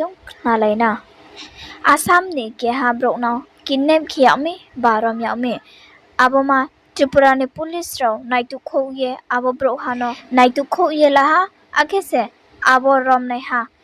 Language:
Riang (India)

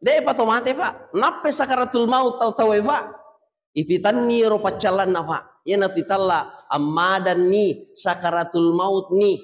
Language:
Buginese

